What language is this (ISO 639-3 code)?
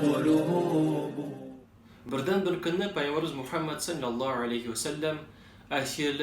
tat